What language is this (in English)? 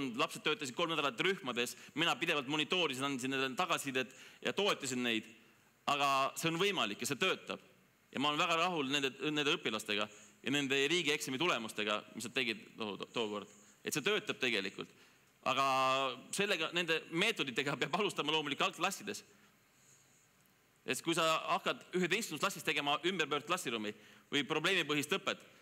Estonian